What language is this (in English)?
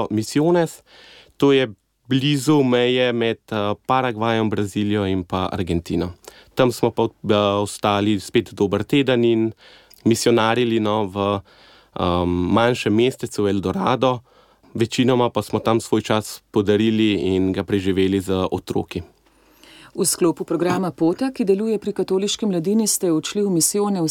Slovenian